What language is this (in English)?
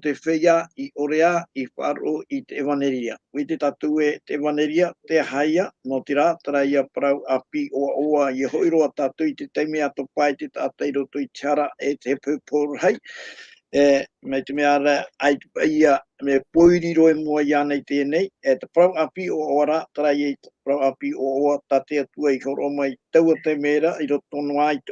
Tahitian